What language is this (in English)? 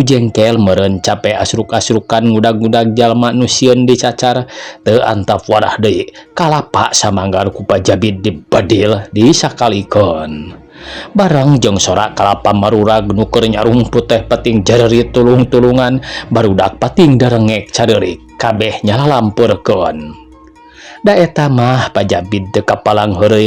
Sundanese